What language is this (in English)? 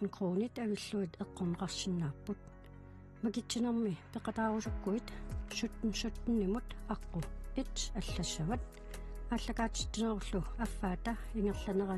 Kalaallisut